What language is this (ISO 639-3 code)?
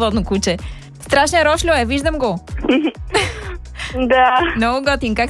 bul